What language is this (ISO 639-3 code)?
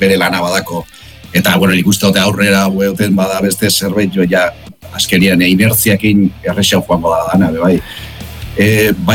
eus